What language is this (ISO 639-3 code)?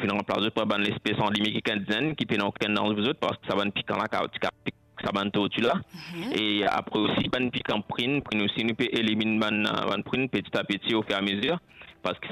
mfe